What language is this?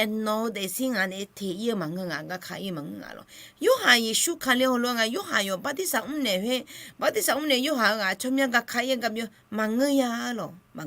Akha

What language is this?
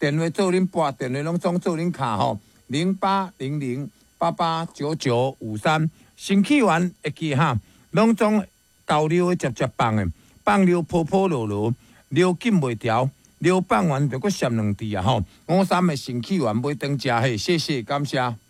Min Nan Chinese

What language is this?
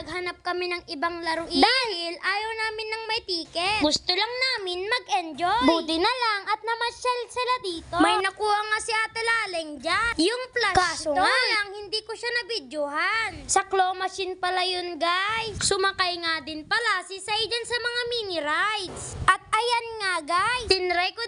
Filipino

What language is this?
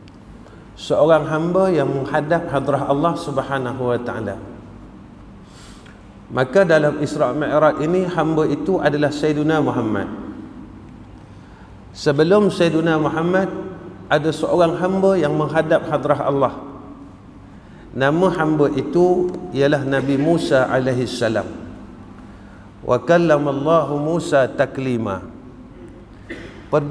Malay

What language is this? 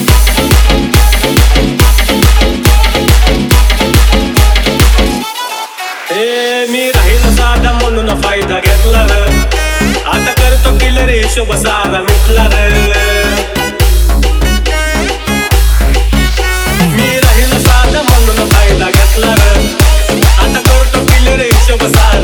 Marathi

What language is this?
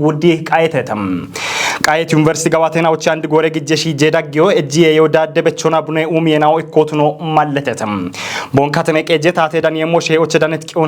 Kafa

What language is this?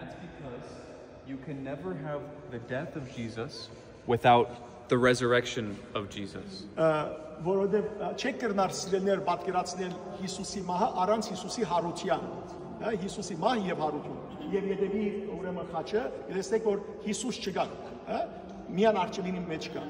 Western Armenian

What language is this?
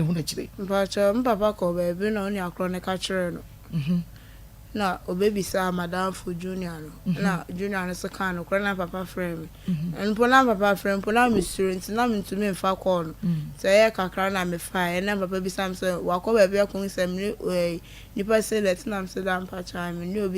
Akan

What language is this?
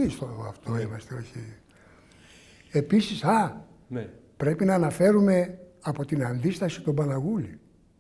Greek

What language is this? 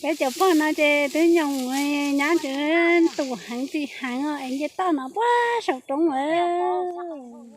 Hmong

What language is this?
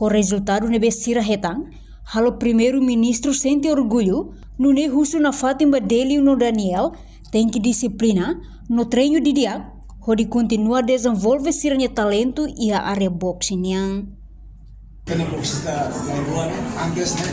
Tetum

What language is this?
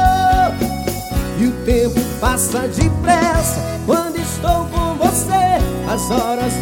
Portuguese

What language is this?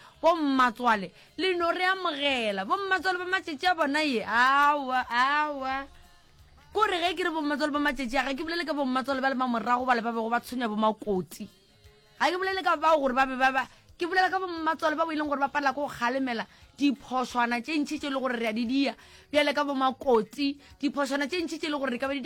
Northern Sotho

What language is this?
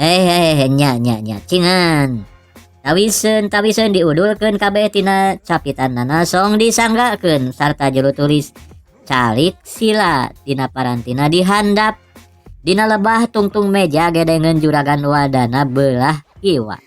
Sundanese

